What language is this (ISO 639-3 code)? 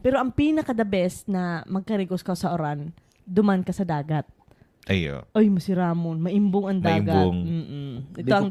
bik